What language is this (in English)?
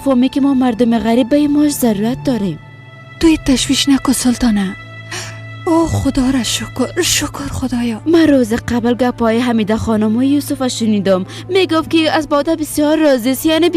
Persian